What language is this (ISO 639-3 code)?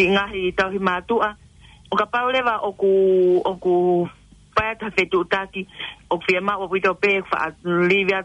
ton